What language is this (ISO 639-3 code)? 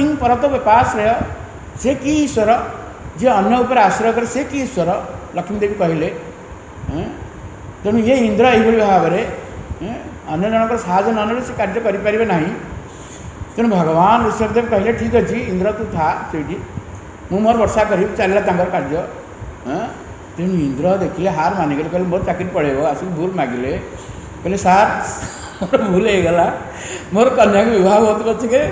ori